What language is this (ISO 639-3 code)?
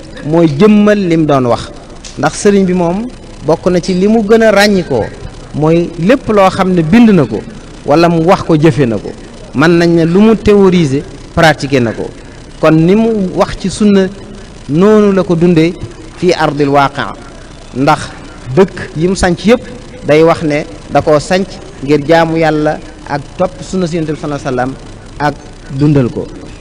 wol